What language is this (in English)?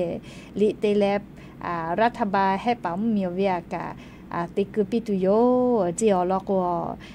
Lahu